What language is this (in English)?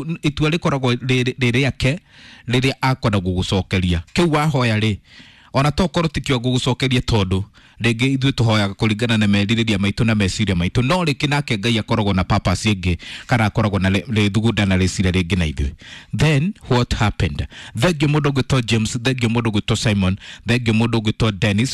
Kikuyu